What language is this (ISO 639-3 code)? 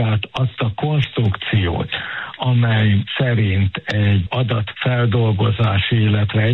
hun